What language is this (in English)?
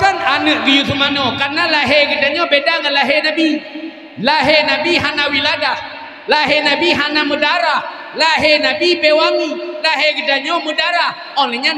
Achinese